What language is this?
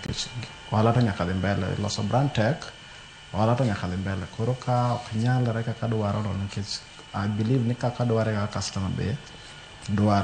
Luo (Kenya and Tanzania)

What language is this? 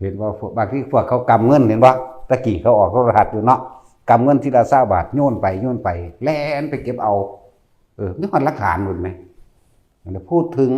Northeastern Thai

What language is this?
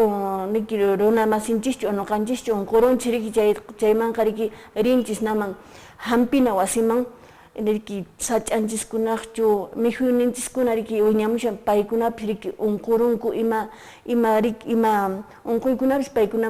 Quechua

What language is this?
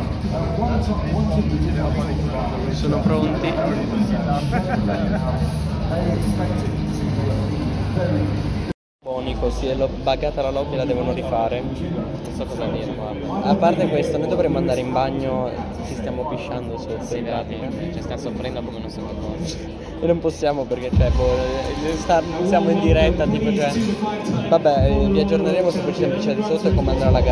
Italian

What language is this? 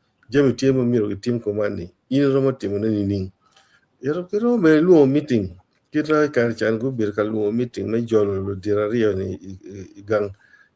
Acoli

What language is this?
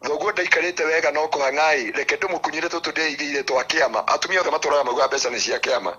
Kikuyu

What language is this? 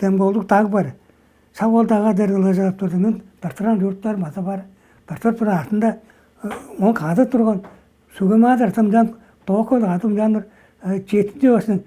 Tuvinian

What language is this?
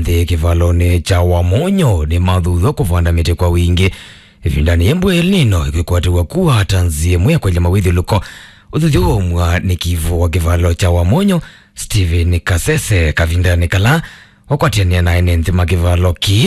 Kamba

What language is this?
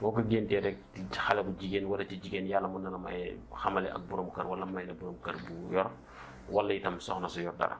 Wolof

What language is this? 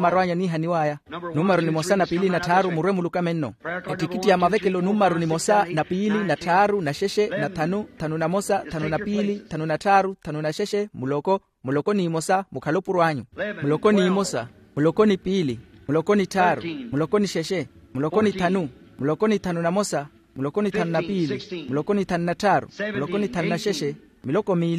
Makhuwa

